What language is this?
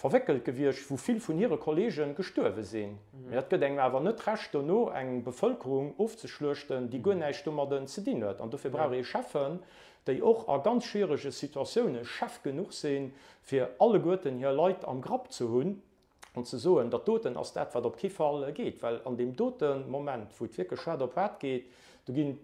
Luxembourgish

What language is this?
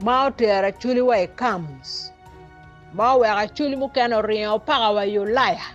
Acoli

